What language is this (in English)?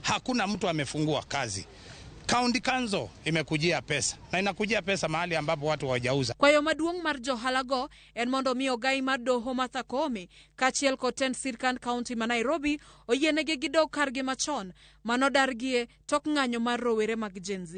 Luo (Kenya and Tanzania)